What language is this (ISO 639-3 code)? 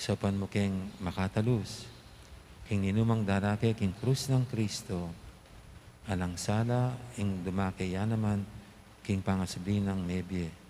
pam